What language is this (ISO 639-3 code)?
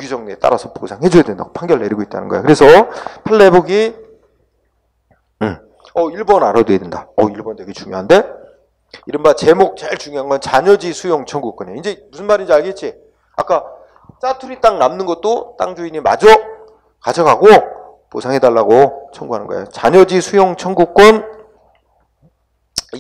kor